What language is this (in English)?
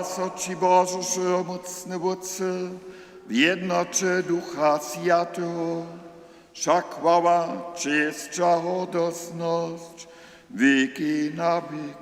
Upper Sorbian